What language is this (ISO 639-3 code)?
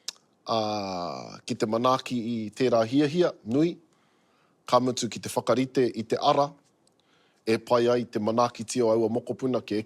mri